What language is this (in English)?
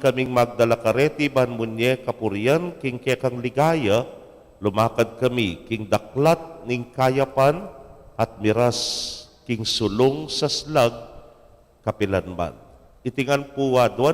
Pampanga